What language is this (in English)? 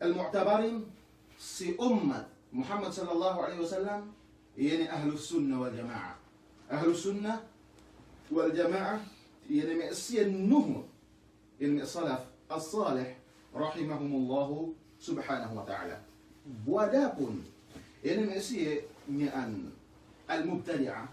Yakan